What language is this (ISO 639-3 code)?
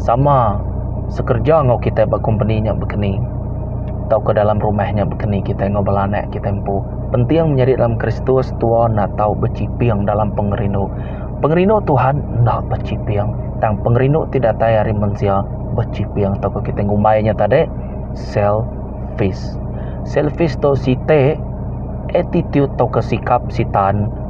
iba